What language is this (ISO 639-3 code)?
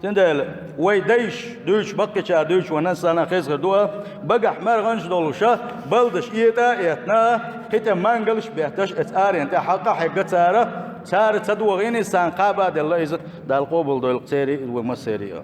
che